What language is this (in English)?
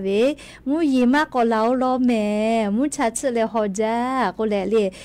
Lahu